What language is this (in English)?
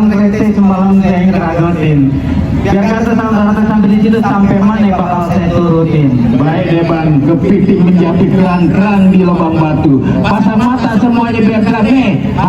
Betawi